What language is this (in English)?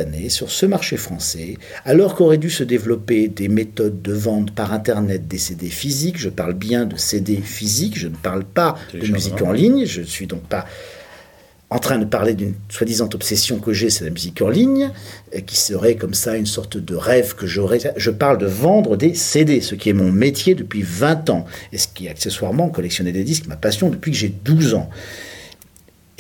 French